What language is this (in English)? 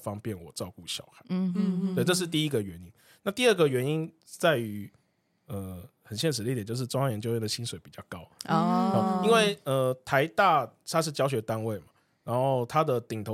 Chinese